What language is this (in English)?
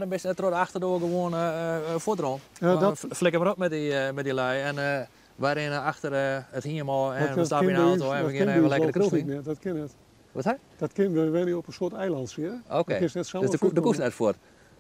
Western Frisian